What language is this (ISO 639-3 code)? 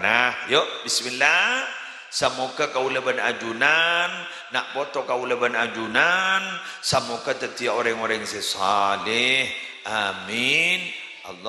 mad